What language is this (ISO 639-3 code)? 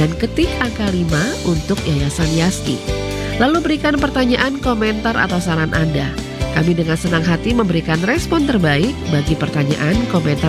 ind